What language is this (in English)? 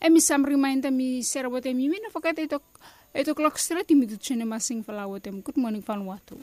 Bislama